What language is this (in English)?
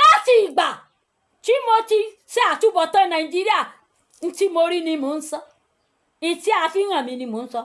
Yoruba